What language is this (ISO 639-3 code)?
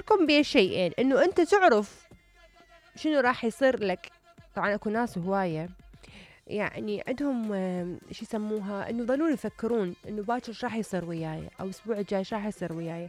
acm